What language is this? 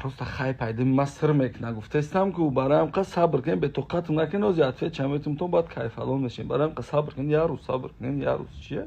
Tajik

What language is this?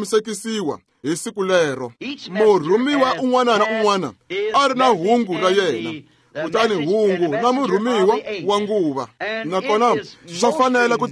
Tsonga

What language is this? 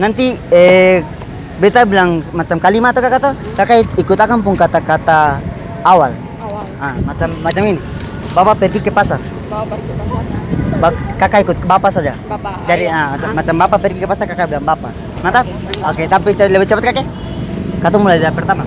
Ambonese Malay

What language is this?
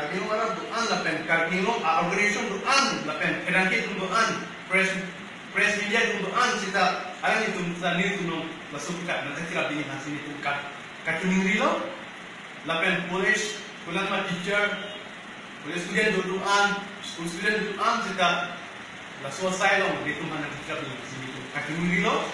Karbi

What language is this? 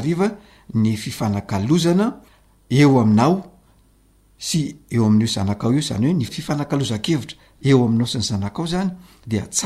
Malagasy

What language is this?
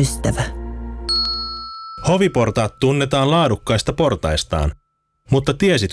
Finnish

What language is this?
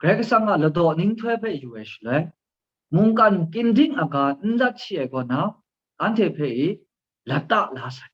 Kachin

